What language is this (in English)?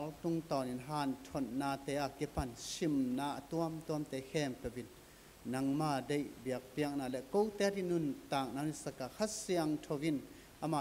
Tedim Chin